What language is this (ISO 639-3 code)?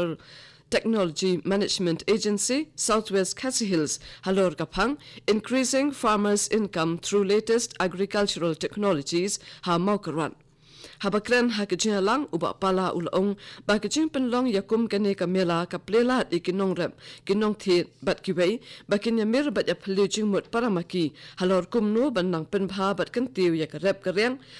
kha